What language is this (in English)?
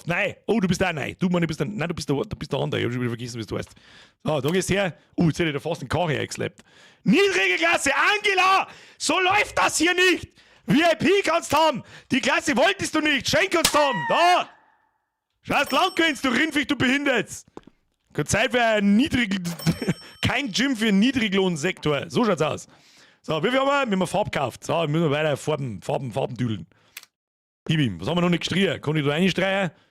Bavarian